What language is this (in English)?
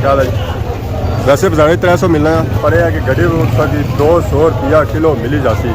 Pahari-Potwari